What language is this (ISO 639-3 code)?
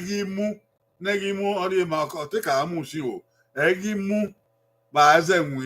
bin